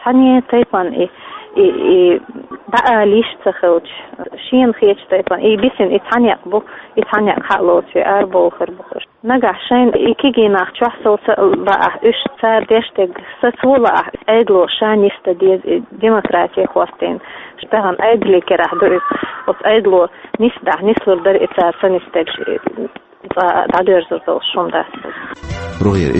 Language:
Chechen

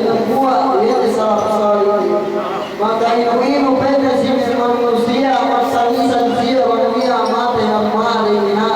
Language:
Yakan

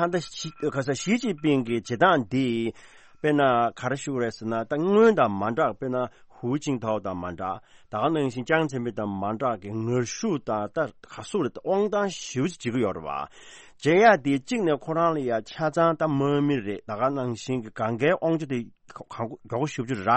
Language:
Tibetan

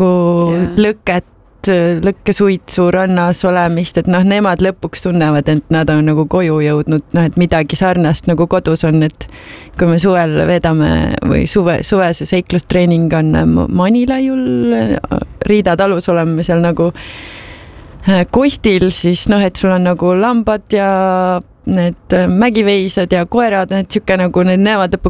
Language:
Estonian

